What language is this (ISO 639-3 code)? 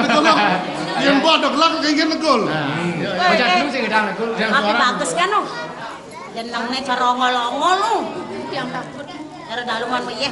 ban